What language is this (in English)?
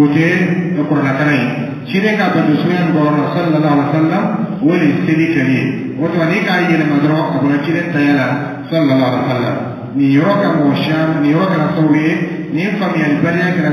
Dyula